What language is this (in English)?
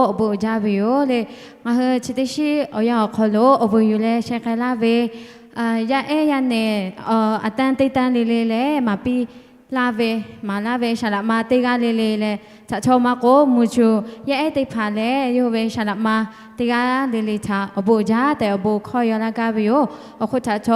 Lahu